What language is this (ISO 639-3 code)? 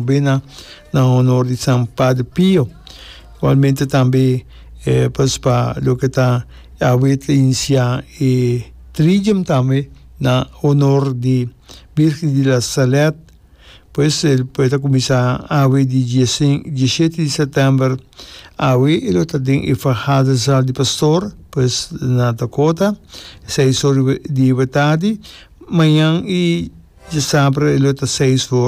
pap